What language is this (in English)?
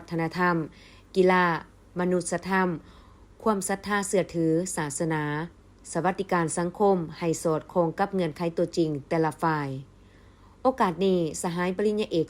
Lao